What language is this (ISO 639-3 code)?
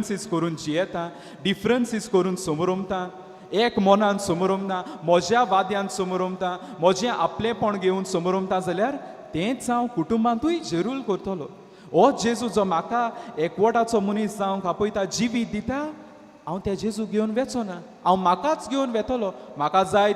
kok